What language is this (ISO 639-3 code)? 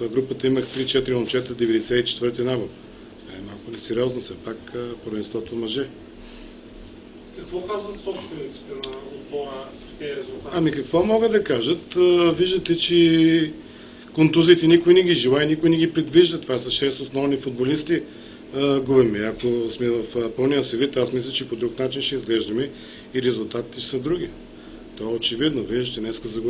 bul